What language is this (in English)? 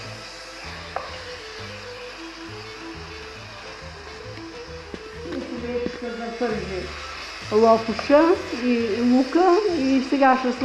Bulgarian